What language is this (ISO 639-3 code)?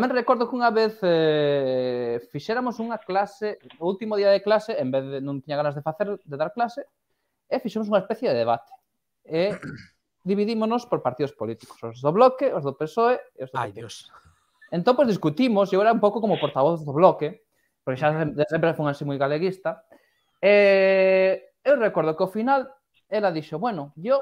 glg